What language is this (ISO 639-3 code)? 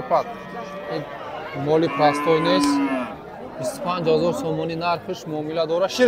tgk